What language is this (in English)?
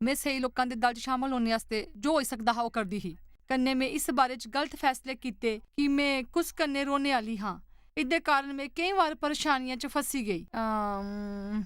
Dogri